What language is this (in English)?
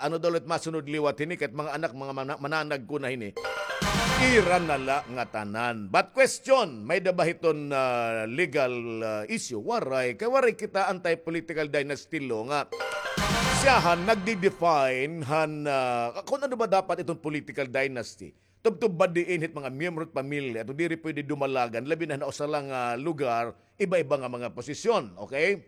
Waray